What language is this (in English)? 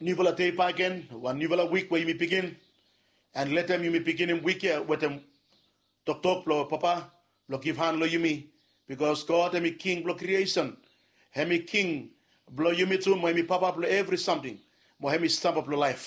Bislama